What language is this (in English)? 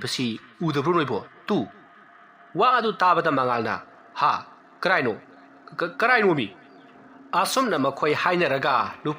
Manipuri